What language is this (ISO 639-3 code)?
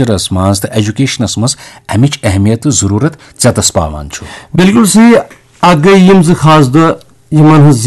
kas